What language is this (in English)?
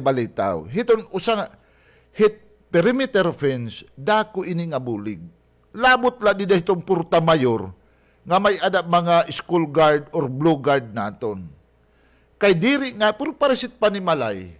Waray